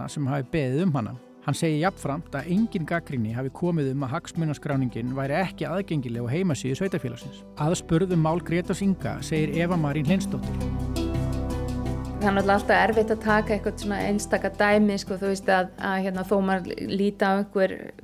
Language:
Icelandic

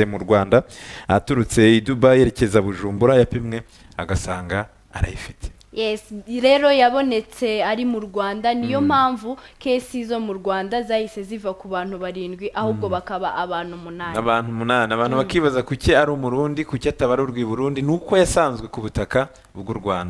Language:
Kinyarwanda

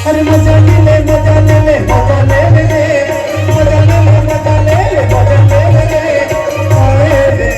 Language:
Chhattisgarhi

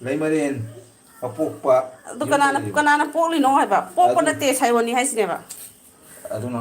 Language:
Manipuri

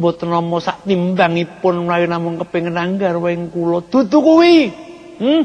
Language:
Javanese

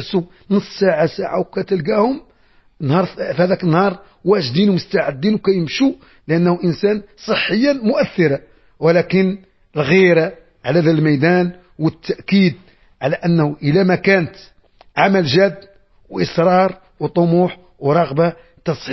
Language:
Moroccan Arabic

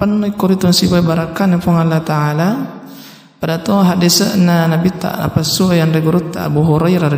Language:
Buginese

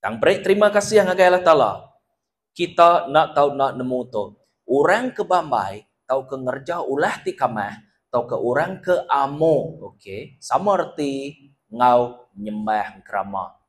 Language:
Iban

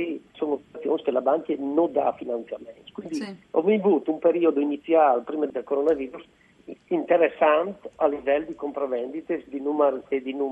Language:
Friulian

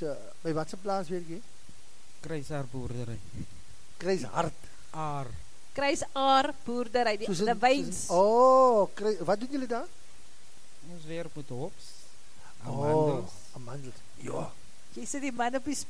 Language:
Afrikaans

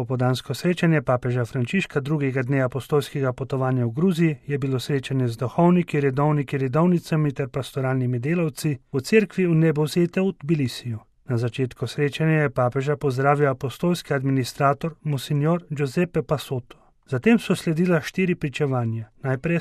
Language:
Slovenian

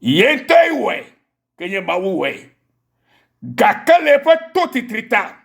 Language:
Ewe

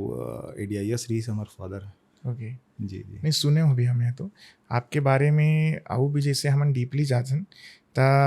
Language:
Chhattisgarhi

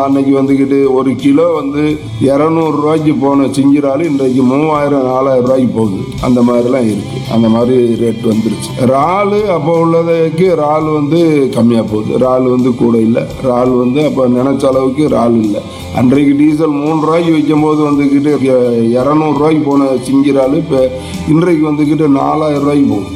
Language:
Tamil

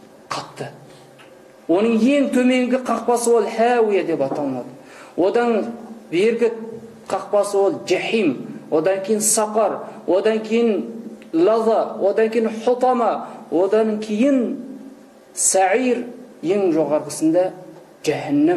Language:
Kazakh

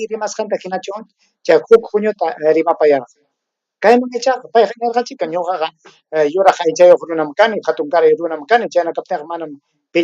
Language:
Ayacucho Quechua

